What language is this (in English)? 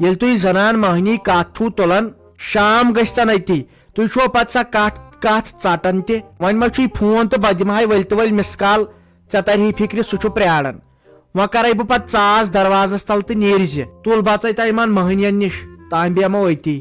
Kashmiri